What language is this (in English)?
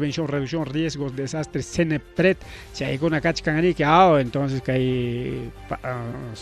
Ayacucho Quechua